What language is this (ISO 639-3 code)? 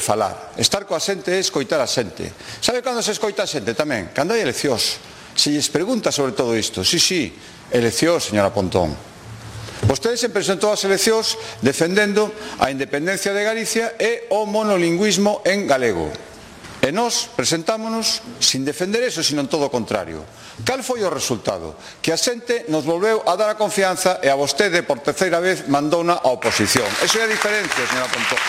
glg